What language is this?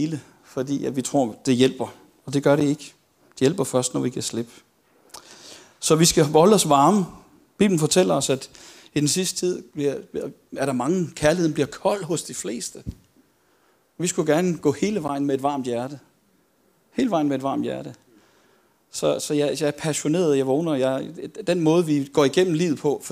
Danish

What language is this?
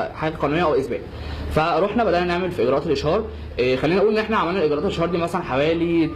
Egyptian Arabic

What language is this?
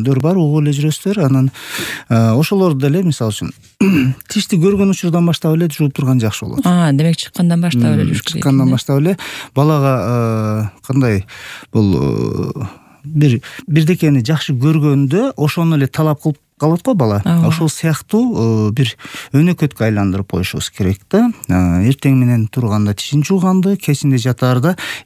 Kyrgyz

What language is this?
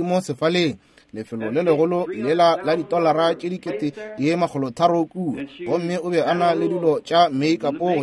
Northern Sotho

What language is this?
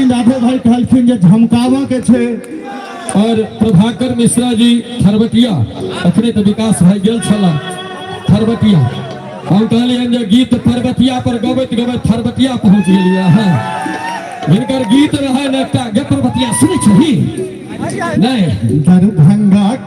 Maithili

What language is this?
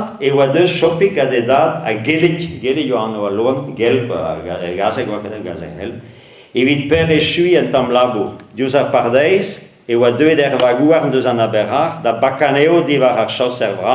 Breton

